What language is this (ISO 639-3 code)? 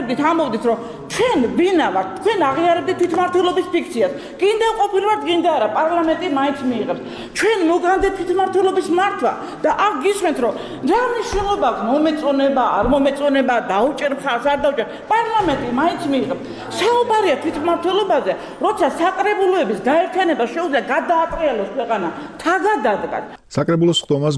kat